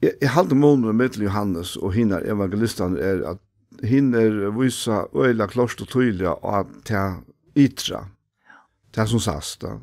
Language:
Faroese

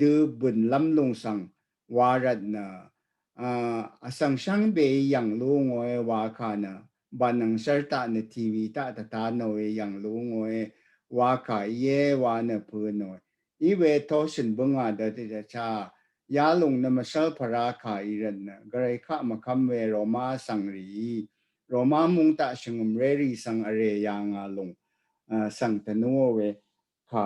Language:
Rawang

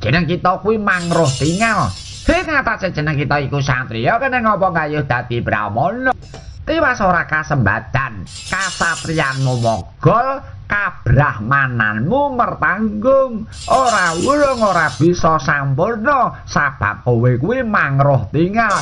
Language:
Javanese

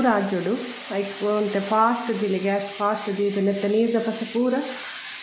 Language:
Tulu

